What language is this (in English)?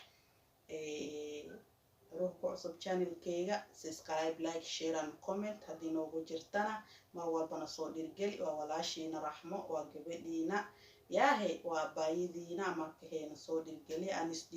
Somali